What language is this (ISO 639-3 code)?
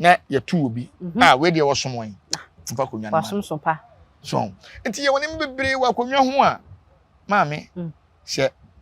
aka